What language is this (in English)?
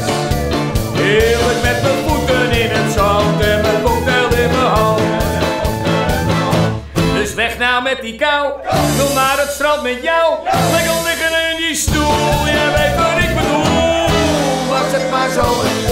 Dutch